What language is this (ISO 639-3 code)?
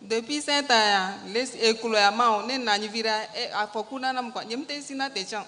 ewe